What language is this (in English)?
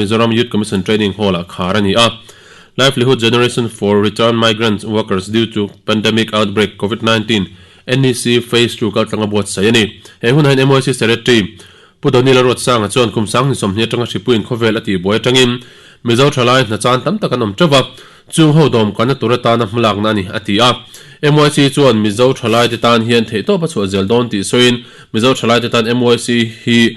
Mizo